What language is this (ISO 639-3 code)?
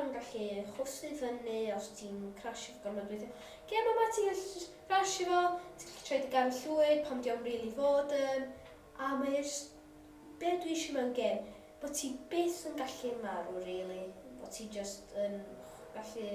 cym